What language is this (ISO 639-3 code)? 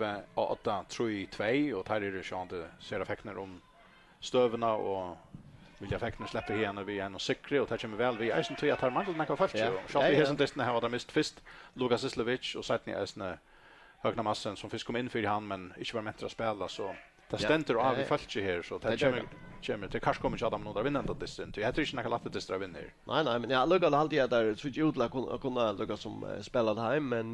fao